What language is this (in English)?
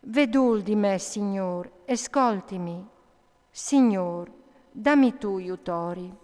Friulian